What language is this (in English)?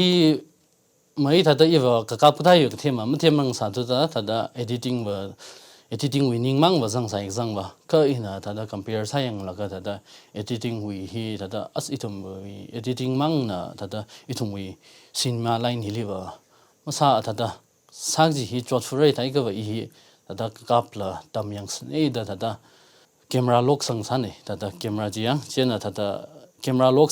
Tangkhul Naga (India)